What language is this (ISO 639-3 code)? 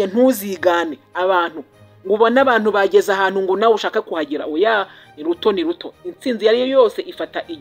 kin